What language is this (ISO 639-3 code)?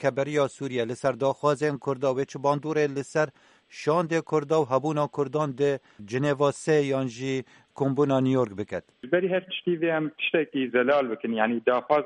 kur